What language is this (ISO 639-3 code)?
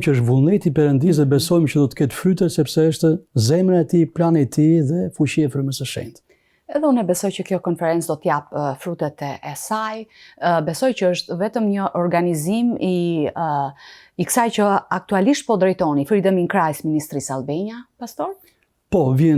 sqi